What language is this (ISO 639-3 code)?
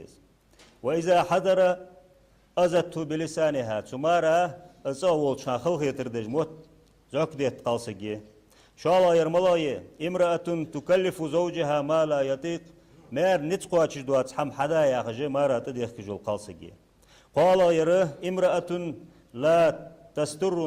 inh